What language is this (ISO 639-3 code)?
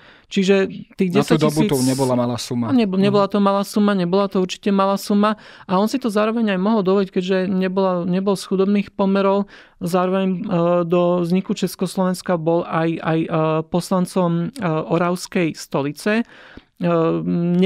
slk